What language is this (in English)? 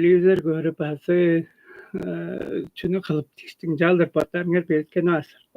Tuvinian